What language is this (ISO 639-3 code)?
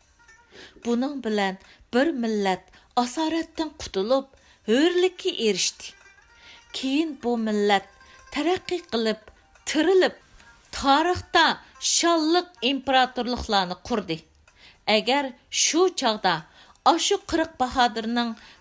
uig